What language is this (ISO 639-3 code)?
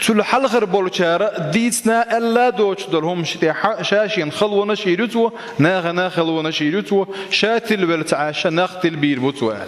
che